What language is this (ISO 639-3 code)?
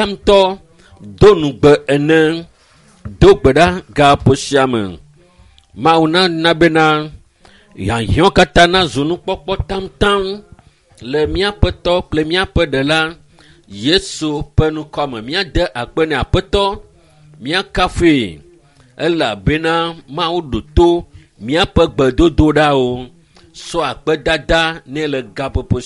ewe